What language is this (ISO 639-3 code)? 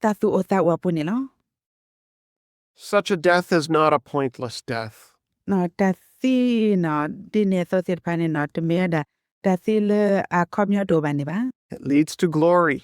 ksw